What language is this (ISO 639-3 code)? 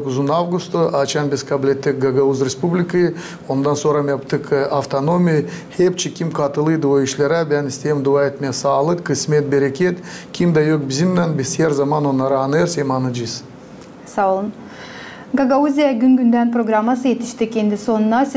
gag